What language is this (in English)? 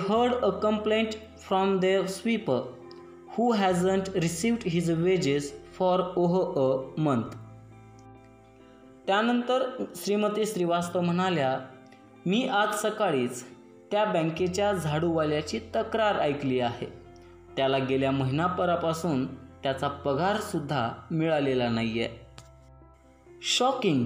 Marathi